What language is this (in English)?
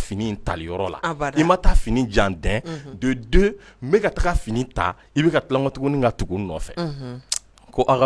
Bambara